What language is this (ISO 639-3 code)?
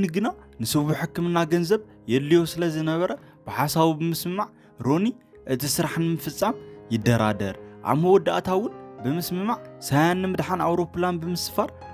tir